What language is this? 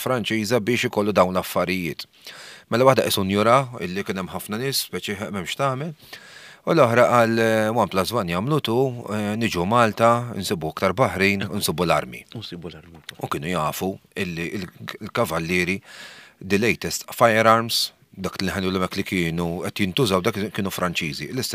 Maltese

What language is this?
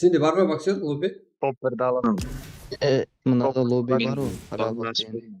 Kara-Kalpak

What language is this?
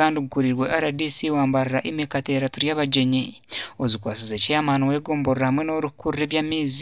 Nyankole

